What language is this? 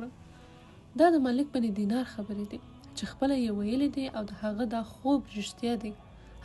Pashto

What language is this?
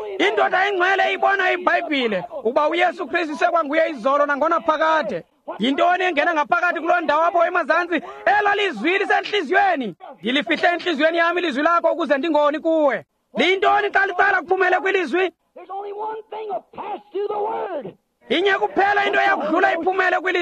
Xhosa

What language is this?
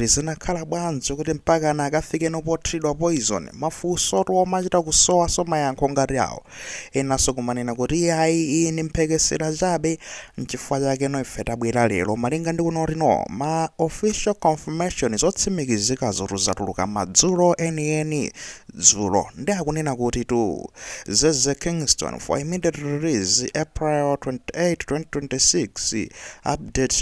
Nyanja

